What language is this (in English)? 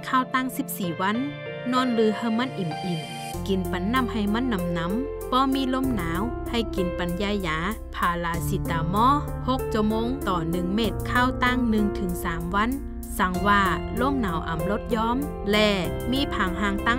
Shan